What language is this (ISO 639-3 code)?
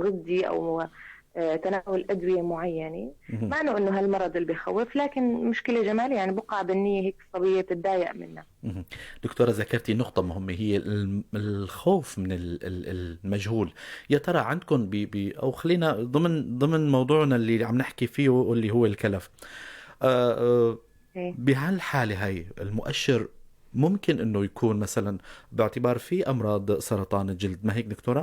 apc